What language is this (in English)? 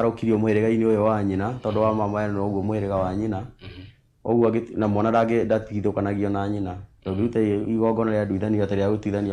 Kikuyu